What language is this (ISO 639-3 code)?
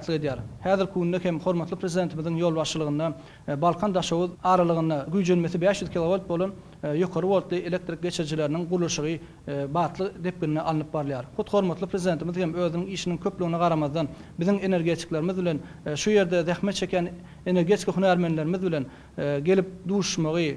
tuk